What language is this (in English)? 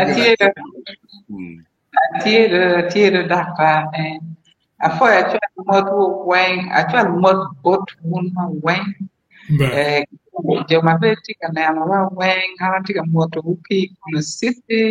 Acoli